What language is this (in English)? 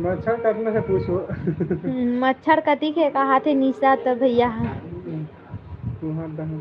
Chhattisgarhi